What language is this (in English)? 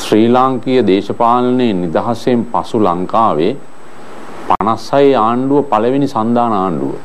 Sinhala